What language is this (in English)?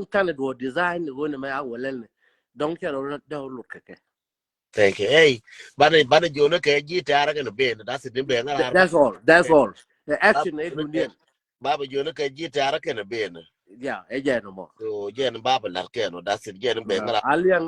Nuer